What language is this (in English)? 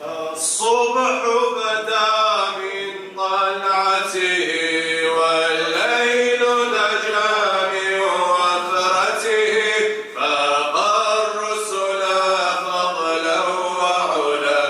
Kabardian